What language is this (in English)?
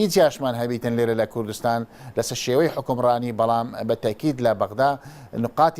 Central Kurdish